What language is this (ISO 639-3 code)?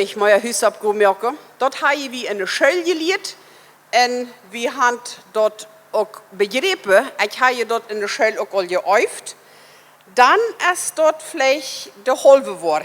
pdt